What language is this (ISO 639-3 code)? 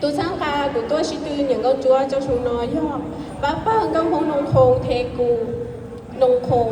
hmn